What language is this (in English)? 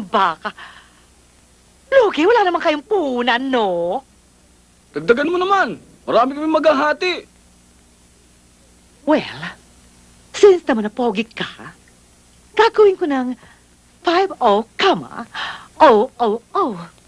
Filipino